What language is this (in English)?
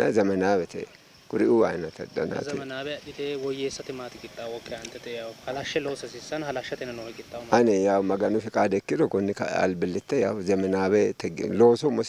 Sidamo